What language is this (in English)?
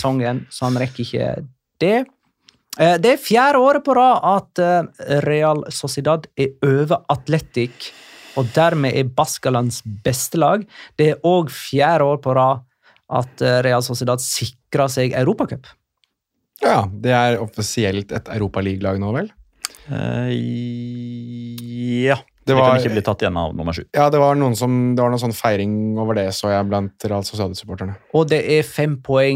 Norwegian